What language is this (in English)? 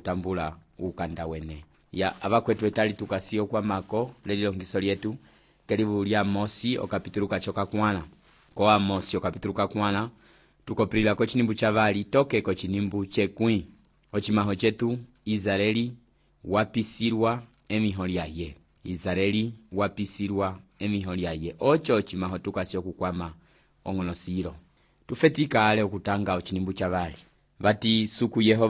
Umbundu